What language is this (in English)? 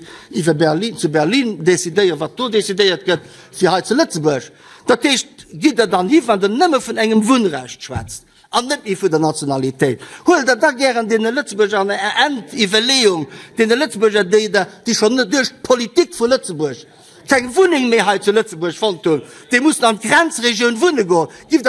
Luxembourgish